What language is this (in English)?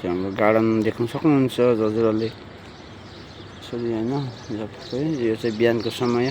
Nepali